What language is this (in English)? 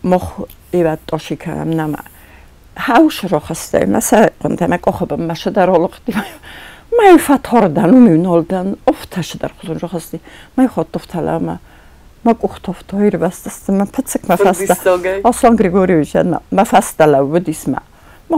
Ossetic